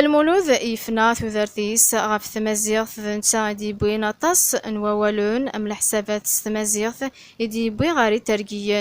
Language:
Kabyle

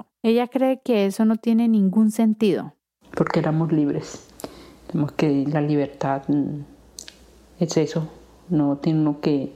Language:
Spanish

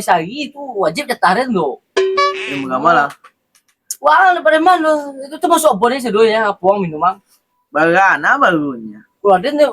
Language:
Minangkabau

